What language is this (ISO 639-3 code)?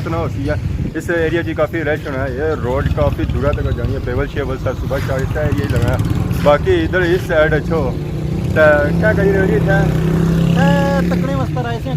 phr